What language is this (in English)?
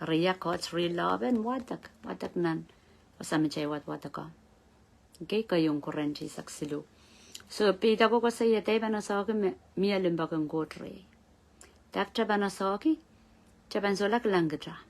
Pohnpeian